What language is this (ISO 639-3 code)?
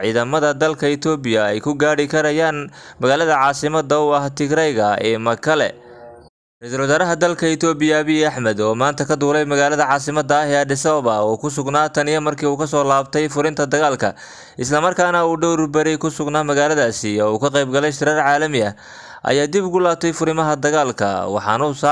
som